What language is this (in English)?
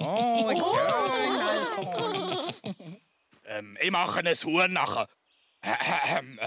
Swiss German